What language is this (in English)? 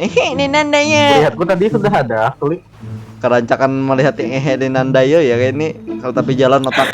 Banjar